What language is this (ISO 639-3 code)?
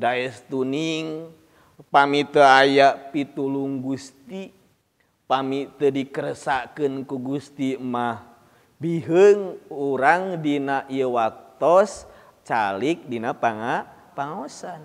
sun